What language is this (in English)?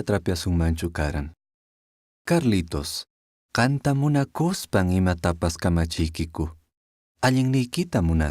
Quechua